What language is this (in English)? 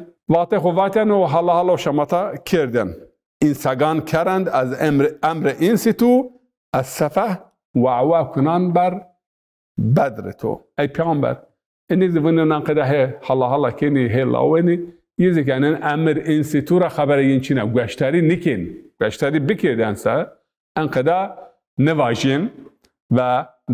Zaza